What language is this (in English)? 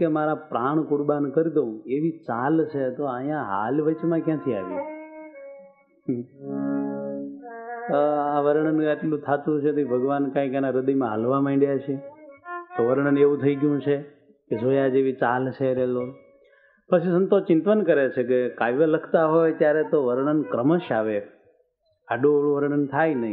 Gujarati